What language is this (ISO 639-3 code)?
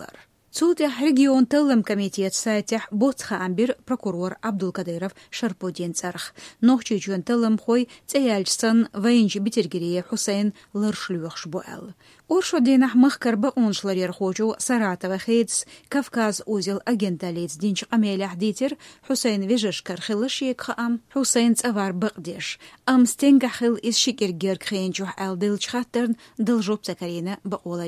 che